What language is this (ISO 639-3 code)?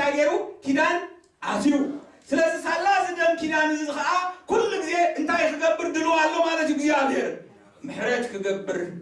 tir